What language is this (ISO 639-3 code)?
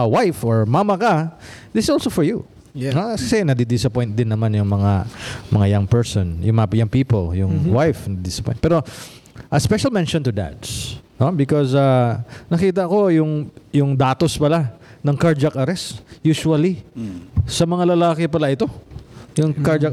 fil